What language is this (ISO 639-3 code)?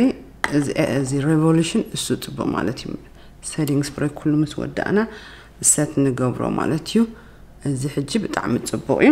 tir